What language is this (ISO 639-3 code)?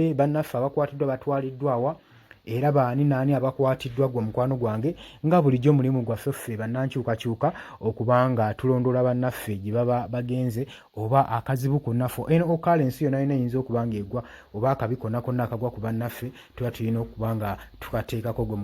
lug